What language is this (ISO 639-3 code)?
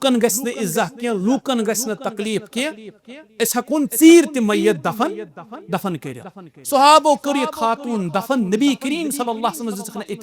kas